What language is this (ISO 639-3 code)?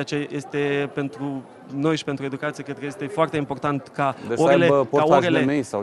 ron